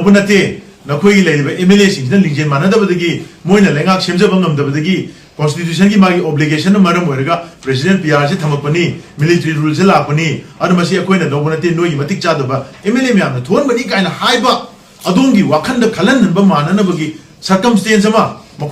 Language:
Manipuri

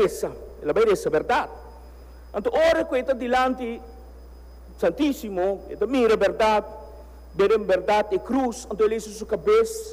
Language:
Papiamento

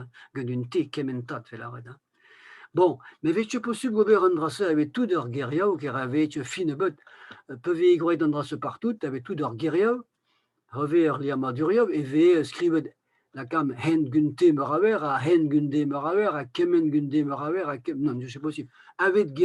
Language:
Breton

